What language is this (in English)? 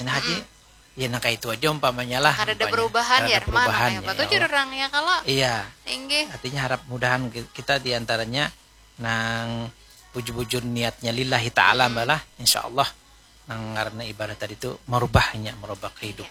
Banjar